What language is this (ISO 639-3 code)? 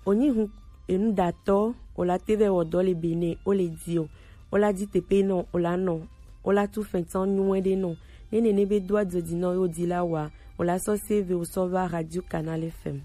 gej